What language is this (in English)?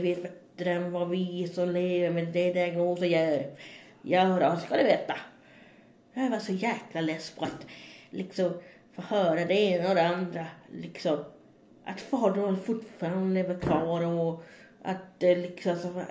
Swedish